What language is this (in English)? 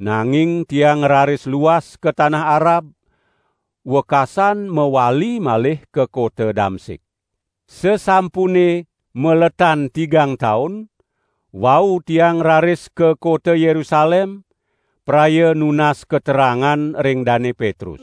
Balinese